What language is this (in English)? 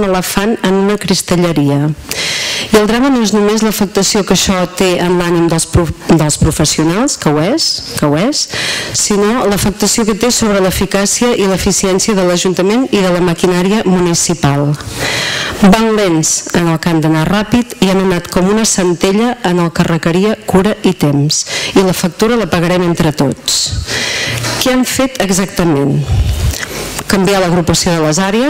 Catalan